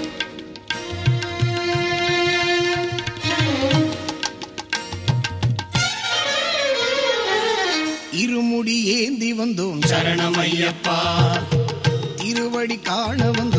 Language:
Tamil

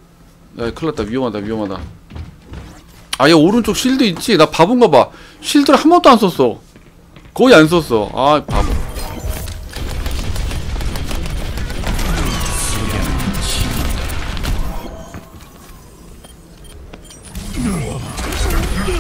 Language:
Korean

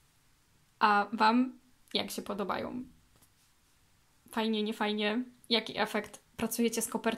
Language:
Polish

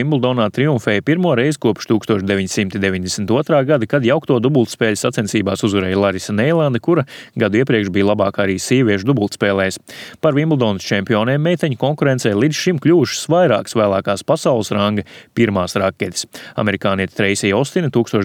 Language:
Latvian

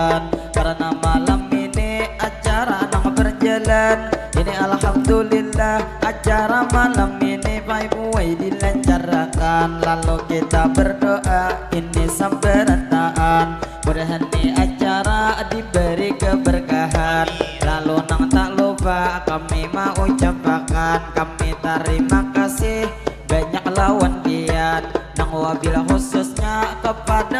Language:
Banjar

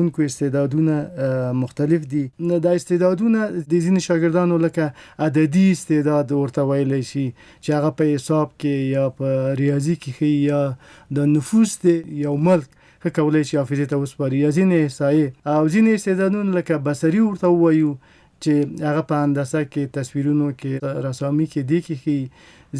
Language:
Pashto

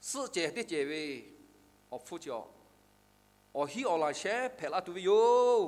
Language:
Lahu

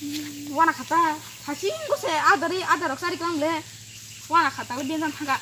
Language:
Kok Borok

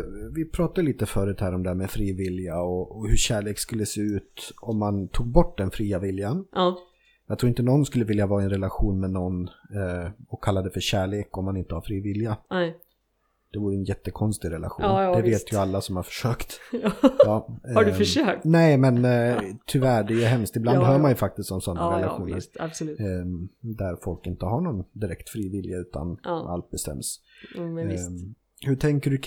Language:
Swedish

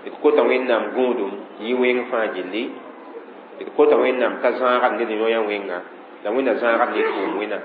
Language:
Mossi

